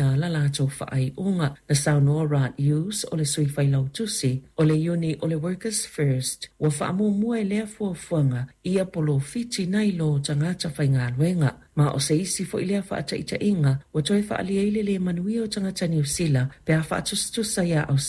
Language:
Samoan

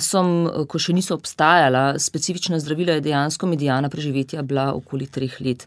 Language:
Slovenian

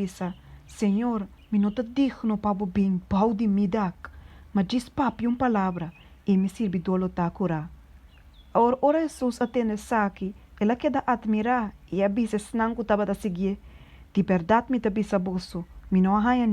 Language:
Papiamento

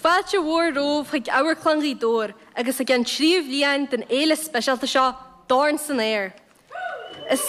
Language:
Irish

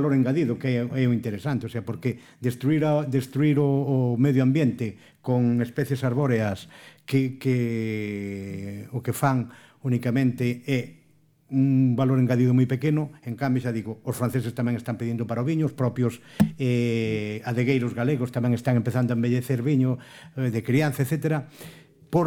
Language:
Galician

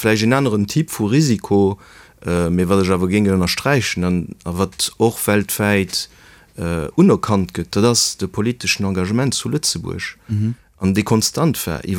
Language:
Luxembourgish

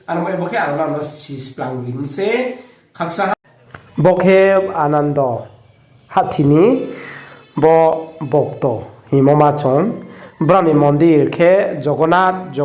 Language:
Riang (India)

